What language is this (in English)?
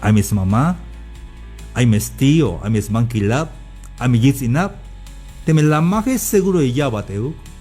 Tzeltal